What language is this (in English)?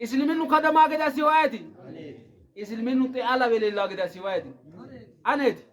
Sidamo